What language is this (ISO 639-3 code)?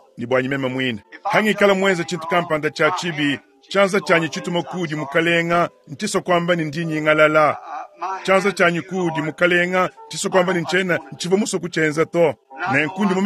lua